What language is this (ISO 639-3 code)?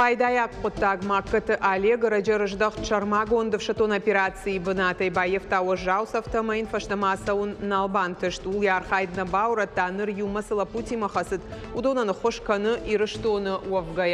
oss